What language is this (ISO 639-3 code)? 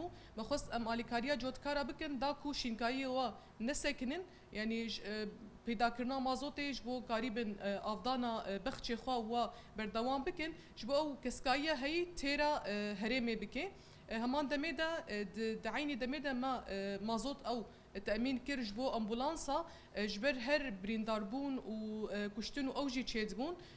kur